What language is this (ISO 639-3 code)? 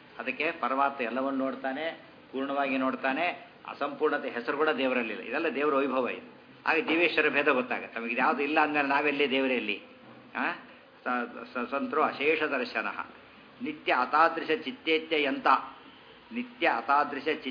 kan